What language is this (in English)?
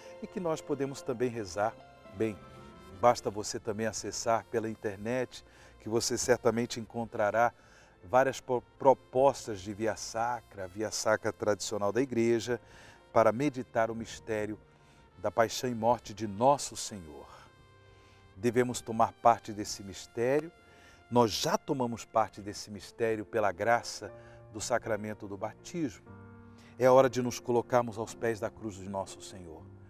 Portuguese